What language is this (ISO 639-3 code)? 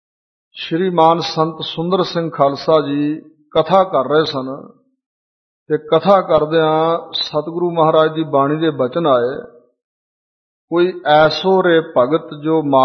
pan